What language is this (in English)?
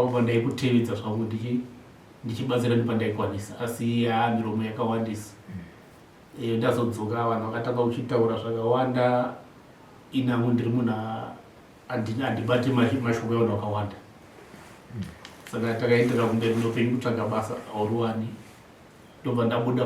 Shona